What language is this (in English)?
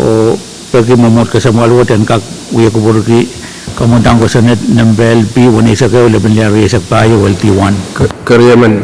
Pohnpeian